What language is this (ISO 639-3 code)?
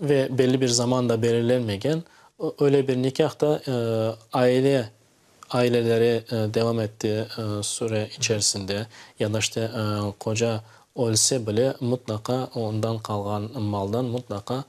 crh